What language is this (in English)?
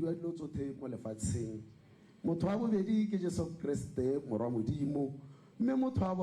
Tswana